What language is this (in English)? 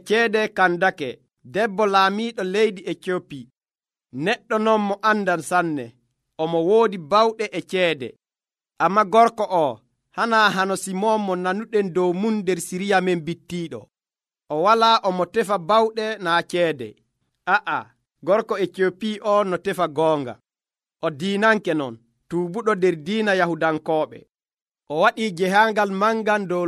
Nigerian Fulfulde